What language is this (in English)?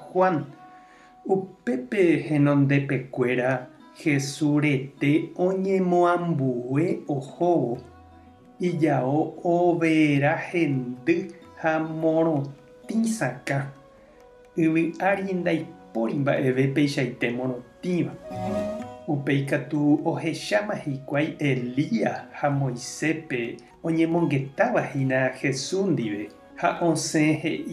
Guarani